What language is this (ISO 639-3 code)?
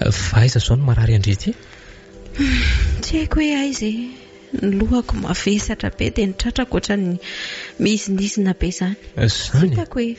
mlg